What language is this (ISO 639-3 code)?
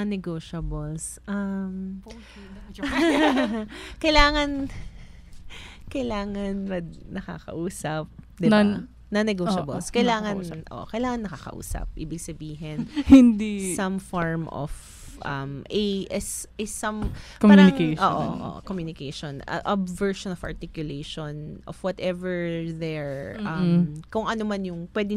fil